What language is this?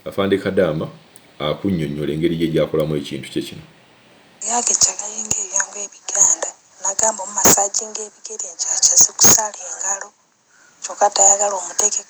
Ganda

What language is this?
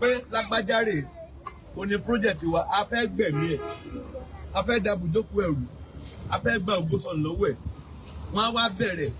Yoruba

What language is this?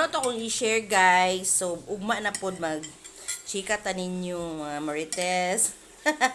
Cebuano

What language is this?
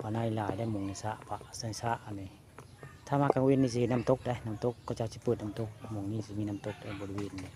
Northeastern Thai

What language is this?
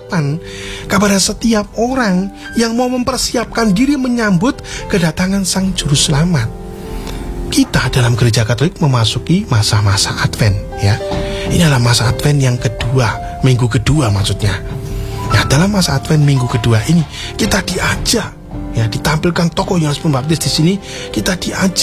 Indonesian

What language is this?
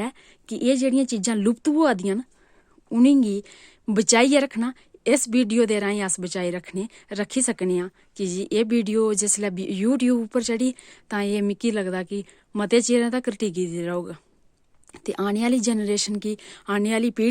Dogri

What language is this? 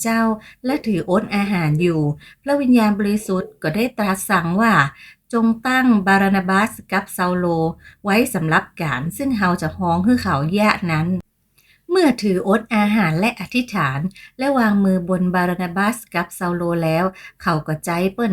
Northern Thai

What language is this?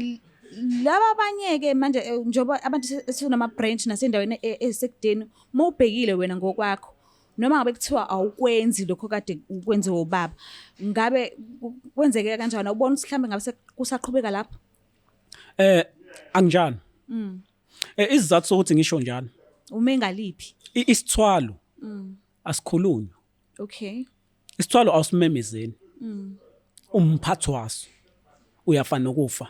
Zulu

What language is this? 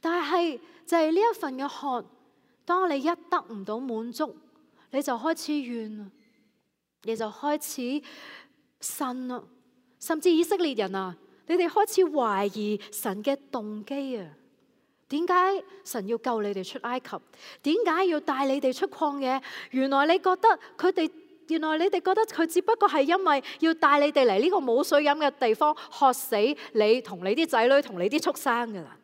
Cantonese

